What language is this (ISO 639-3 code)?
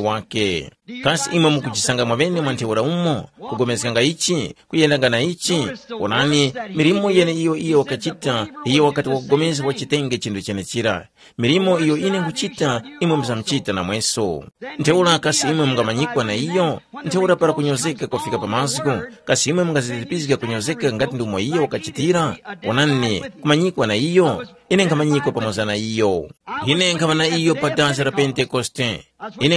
tum